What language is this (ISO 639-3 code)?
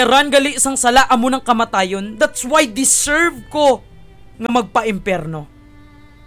hil